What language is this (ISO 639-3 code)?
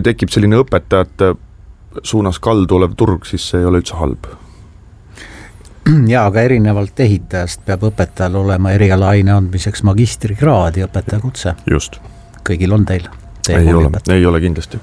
est